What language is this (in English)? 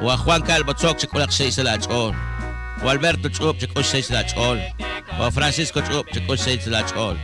Kekchí